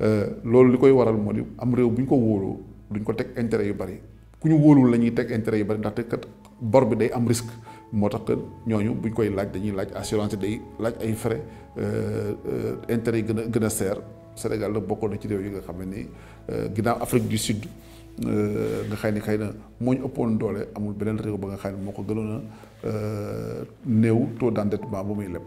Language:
Wolof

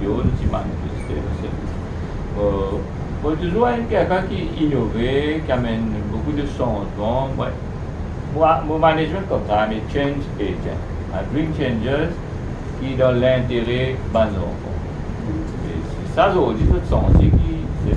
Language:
Morisyen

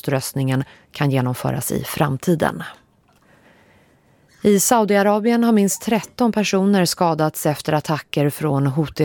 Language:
Swedish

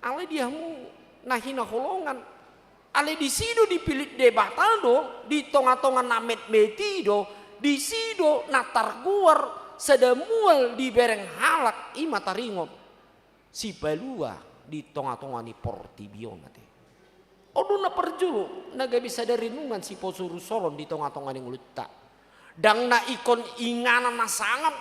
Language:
Batak Toba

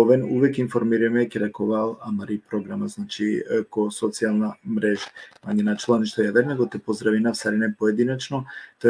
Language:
Balkan Romani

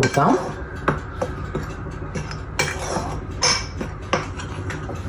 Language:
Malayalam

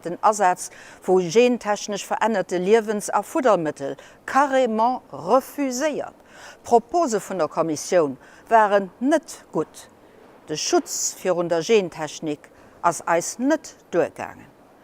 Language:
Luxembourgish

